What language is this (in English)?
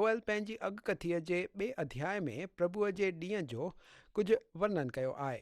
Sindhi